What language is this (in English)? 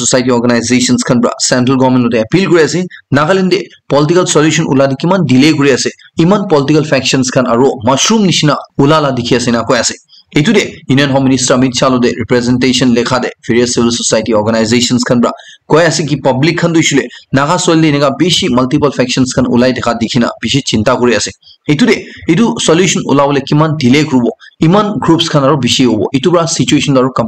Naga Pidgin